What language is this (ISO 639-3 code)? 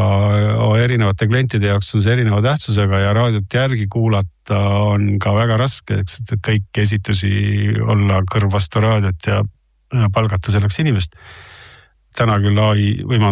est